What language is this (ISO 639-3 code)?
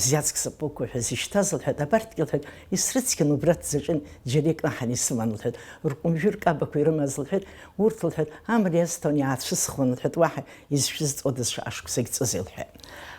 abk